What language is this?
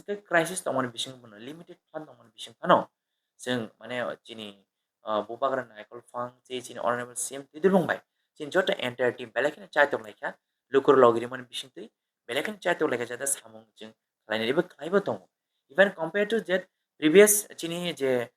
Kok Borok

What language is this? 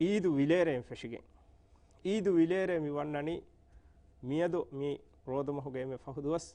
Divehi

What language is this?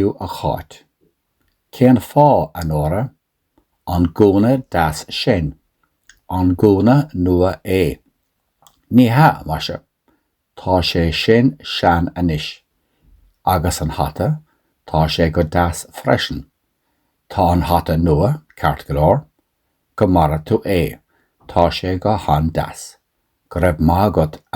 Irish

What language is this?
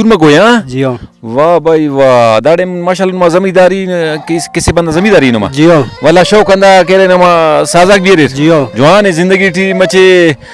Brahui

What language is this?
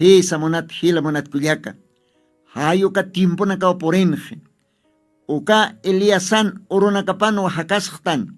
Aymara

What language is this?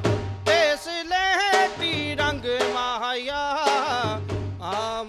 Punjabi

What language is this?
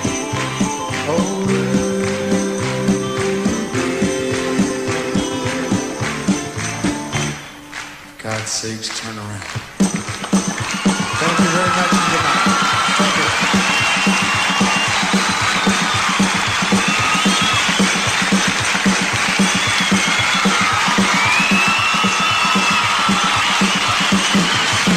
English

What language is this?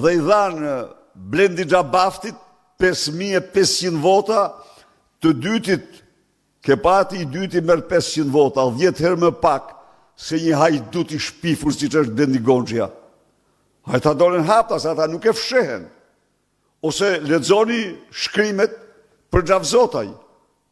Albanian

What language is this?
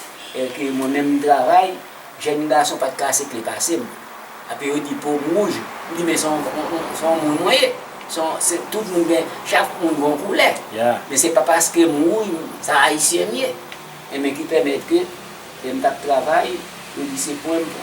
Haitian Creole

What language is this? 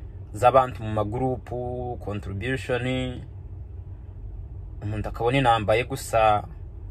Kinyarwanda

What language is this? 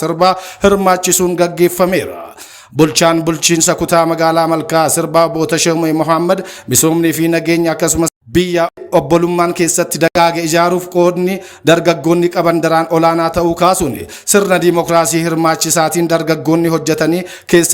Oromo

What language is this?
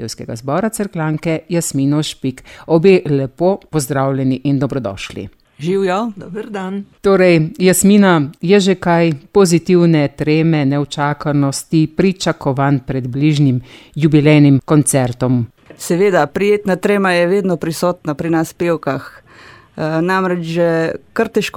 Slovenian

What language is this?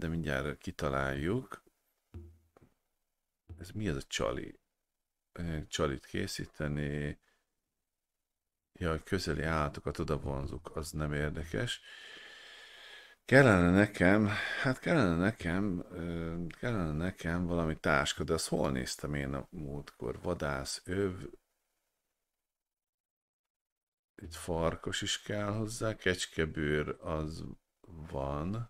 Hungarian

